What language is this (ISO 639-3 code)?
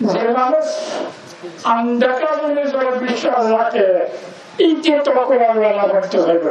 rhg